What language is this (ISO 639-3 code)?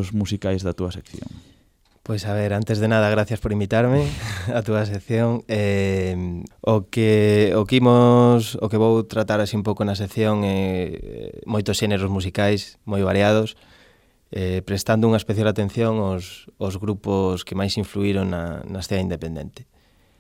glg